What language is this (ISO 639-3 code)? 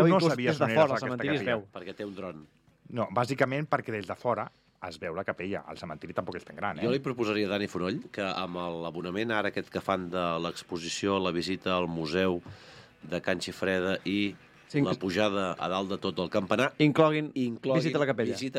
cat